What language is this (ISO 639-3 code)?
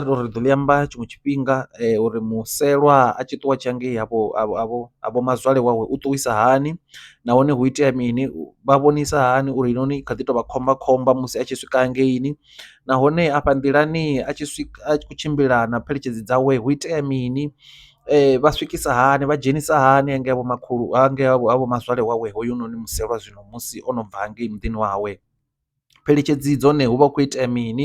ven